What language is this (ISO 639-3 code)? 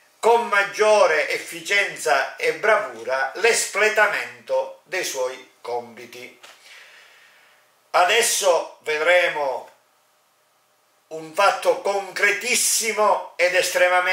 ita